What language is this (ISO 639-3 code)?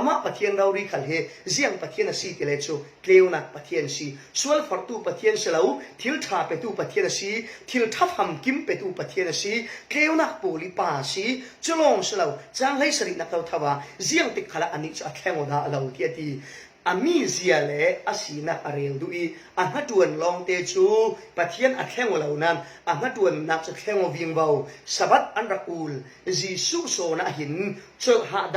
cfm